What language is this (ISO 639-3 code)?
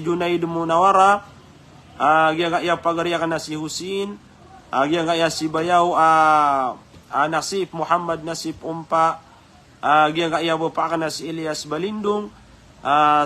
mrw